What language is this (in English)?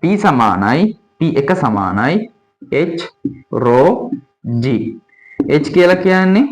Sinhala